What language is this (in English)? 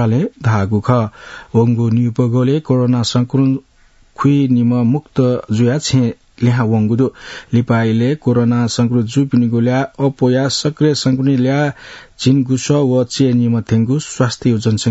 Newari